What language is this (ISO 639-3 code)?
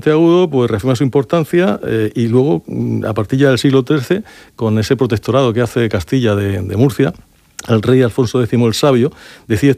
spa